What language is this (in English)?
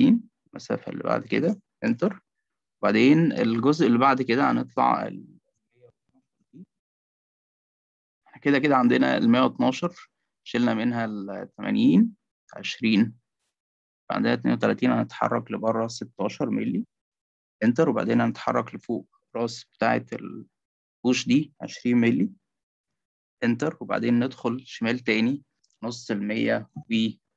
Egyptian Arabic